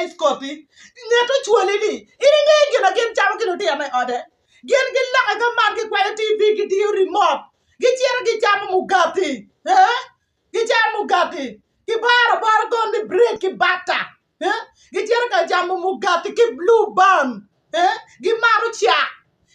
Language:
Acoli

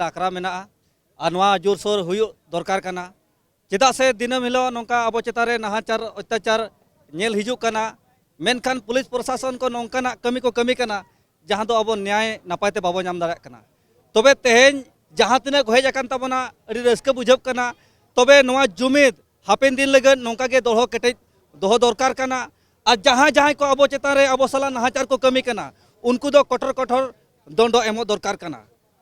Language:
Santali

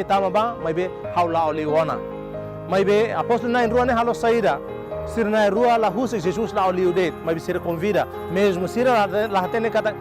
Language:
Tetum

